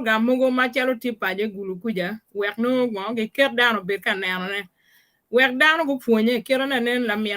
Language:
Acoli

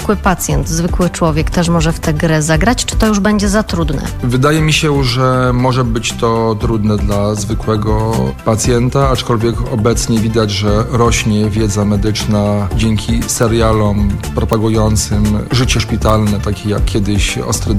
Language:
Polish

